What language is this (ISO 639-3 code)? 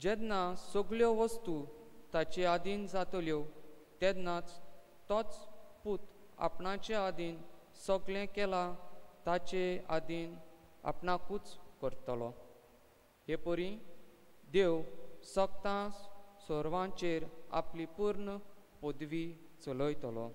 kok